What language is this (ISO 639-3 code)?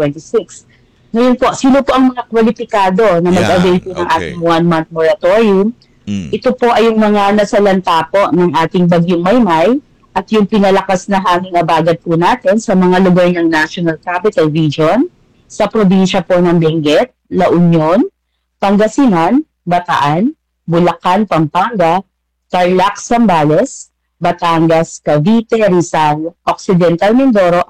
fil